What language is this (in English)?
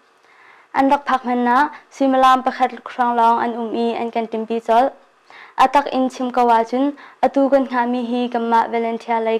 Hakha Chin